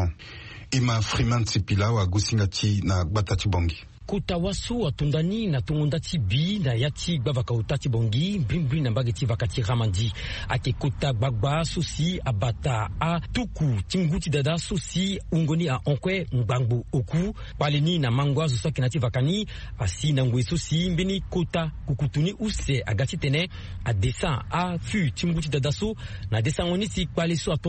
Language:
Sango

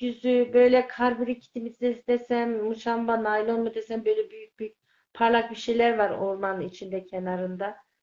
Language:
Turkish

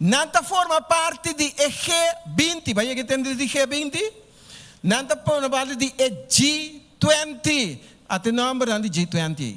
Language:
Papiamento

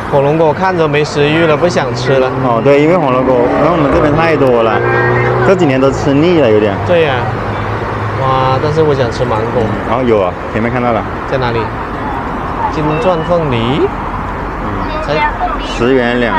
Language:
Chinese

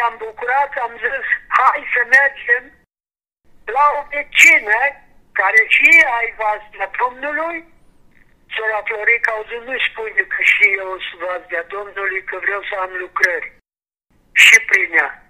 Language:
Romanian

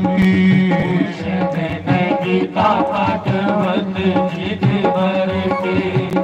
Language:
Dogri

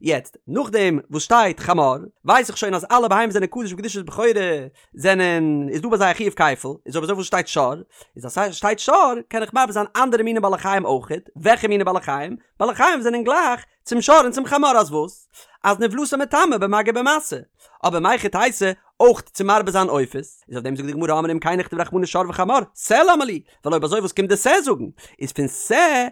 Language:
Yiddish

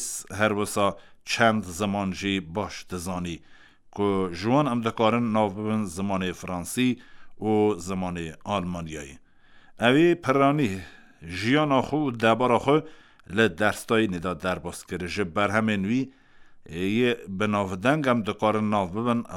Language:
Kurdish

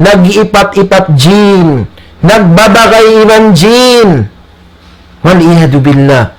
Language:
Tausug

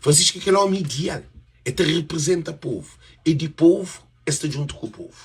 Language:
Kabuverdianu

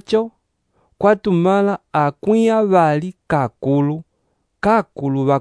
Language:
Umbundu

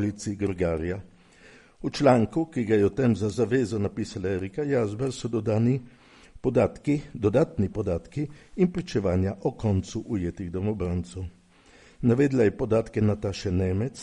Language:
Slovenian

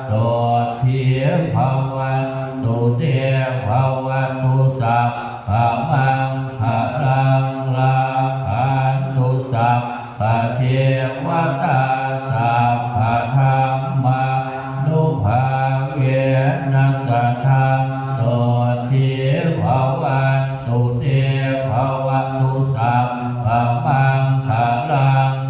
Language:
Pali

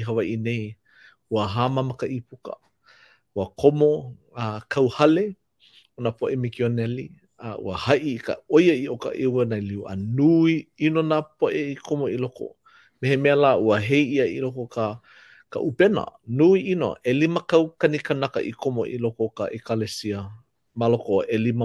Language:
Hawaiian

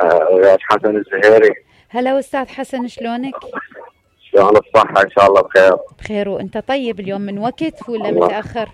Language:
Mesopotamian Arabic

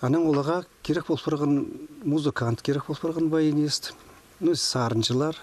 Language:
Khakas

